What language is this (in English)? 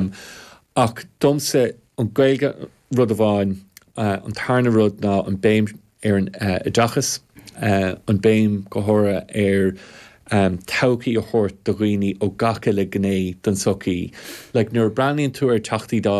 Irish